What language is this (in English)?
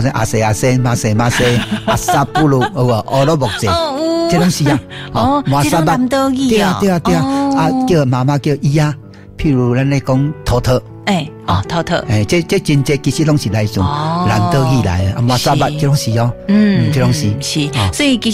Min Nan Chinese